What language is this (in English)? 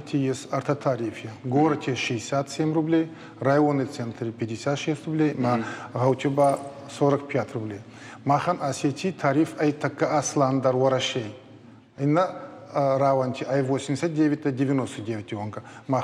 Ossetic